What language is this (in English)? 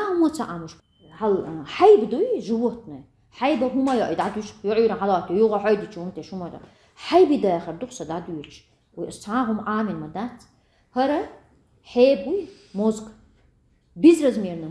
Chechen